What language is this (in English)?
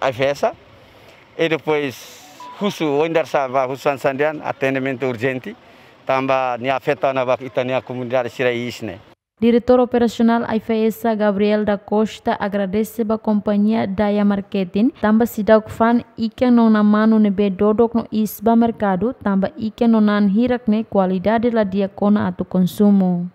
Tetum